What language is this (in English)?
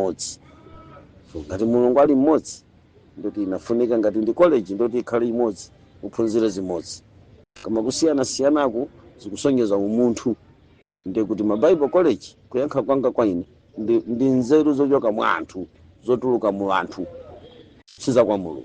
Nyanja